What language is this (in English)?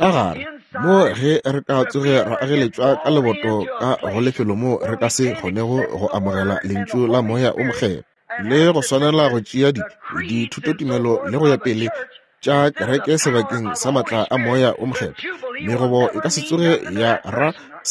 Northern Sotho